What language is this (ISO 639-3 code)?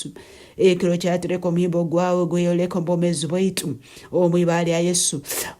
nyn